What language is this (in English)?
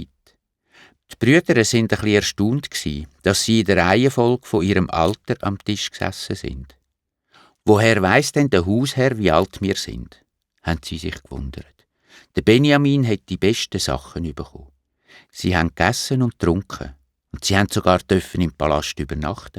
Swiss German